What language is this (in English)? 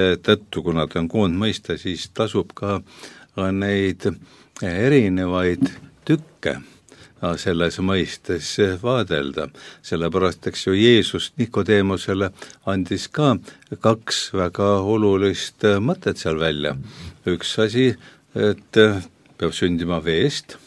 Estonian